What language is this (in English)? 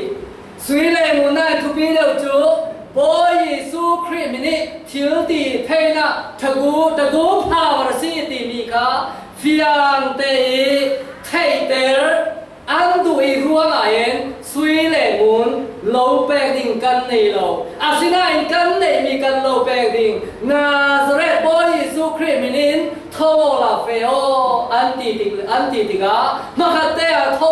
Falam Chin